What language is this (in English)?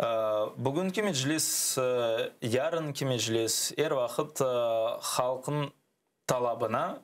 Crimean Tatar